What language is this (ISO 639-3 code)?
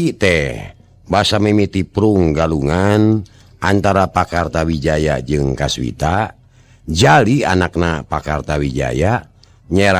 sun